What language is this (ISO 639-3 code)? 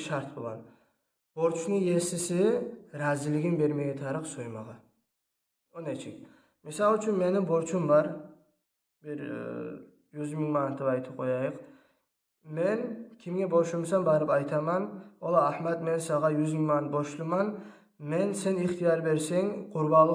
kum